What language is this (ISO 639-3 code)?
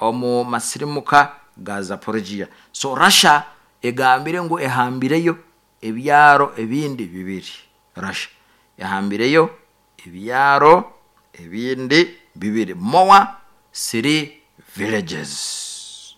nyo